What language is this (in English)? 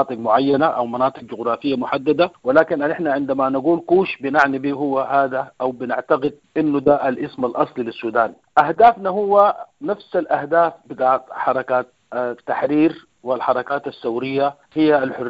Sudanese Arabic